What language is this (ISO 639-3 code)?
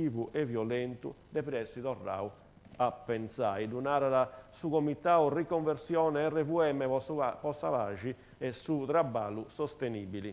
srd